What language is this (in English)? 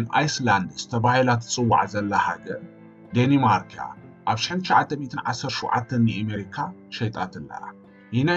Tigrinya